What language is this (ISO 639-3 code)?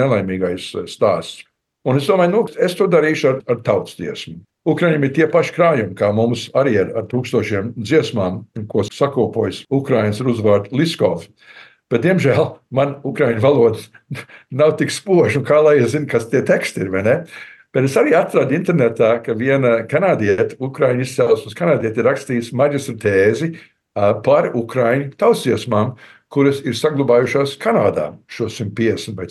lav